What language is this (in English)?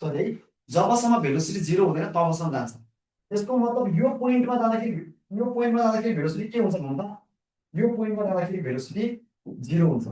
Nepali